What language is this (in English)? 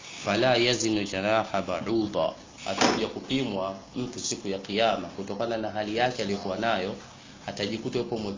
Swahili